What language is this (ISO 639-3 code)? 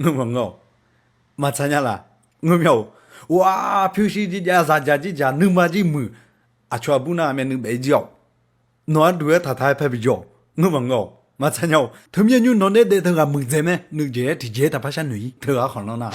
ahk